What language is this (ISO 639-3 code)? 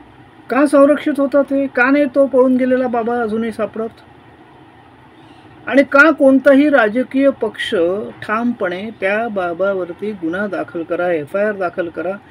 mar